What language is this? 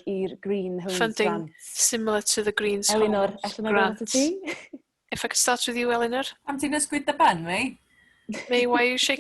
Welsh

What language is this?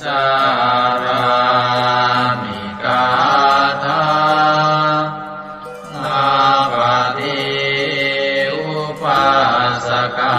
Pali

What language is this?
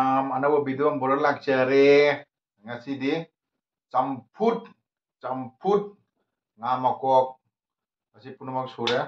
Manipuri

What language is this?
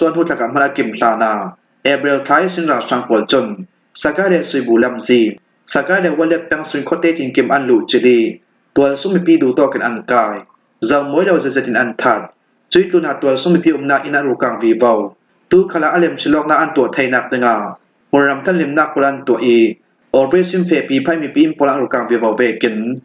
Falam Chin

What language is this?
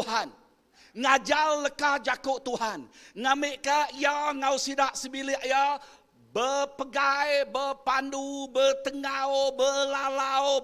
Iban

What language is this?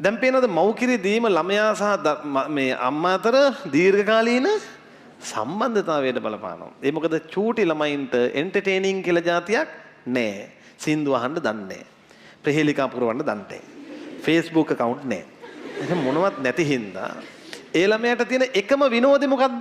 Sinhala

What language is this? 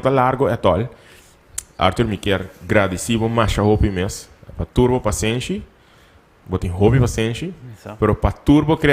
Papiamento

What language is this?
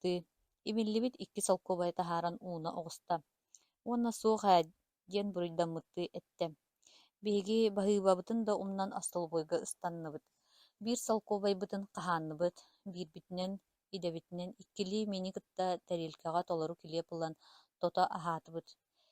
Yakut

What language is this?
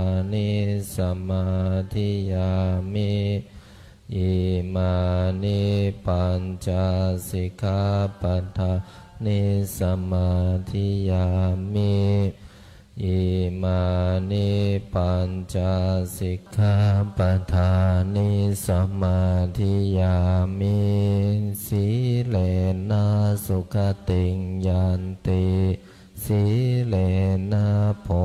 Pali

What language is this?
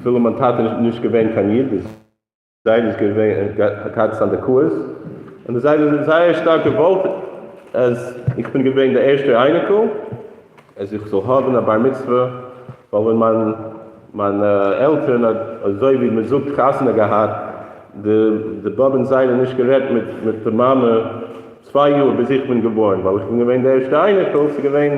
Yiddish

